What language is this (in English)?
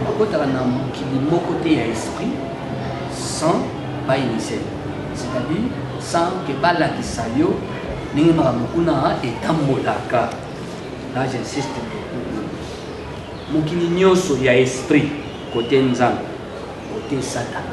Lingala